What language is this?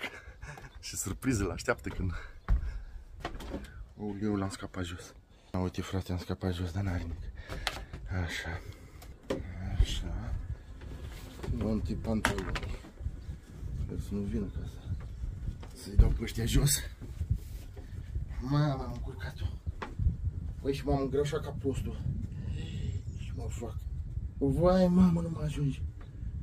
Romanian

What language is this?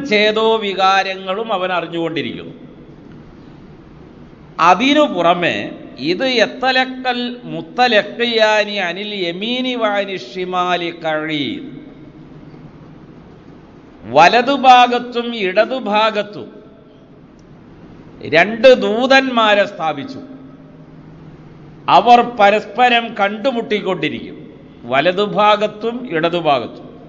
Malayalam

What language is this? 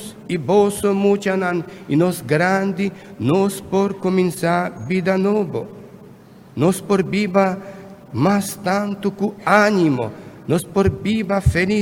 Papiamento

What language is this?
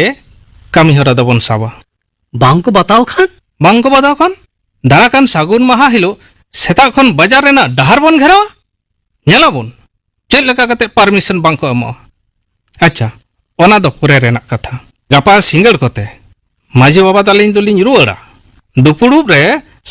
Santali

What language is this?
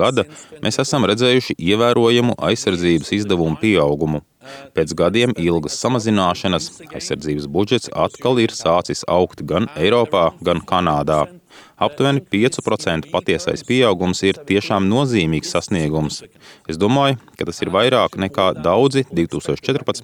Latvian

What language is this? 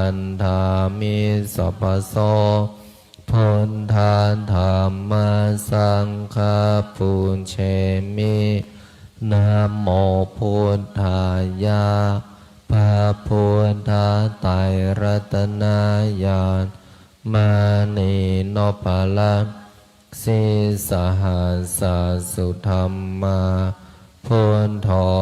Pali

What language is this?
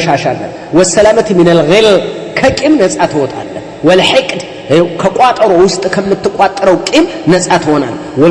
Amharic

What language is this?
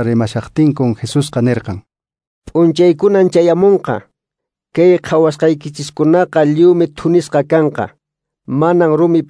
Quechua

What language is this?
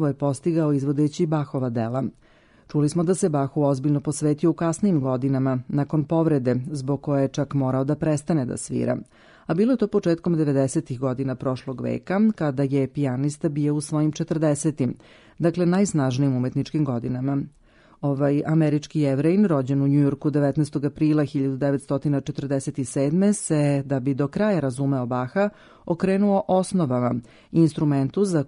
Serbian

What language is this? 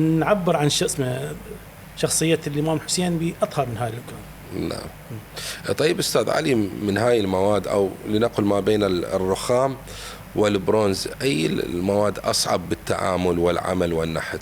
Mesopotamian Arabic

